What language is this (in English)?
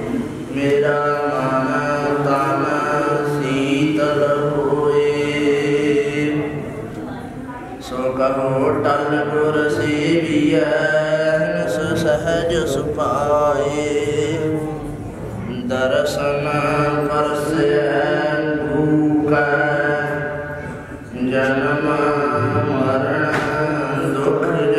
Punjabi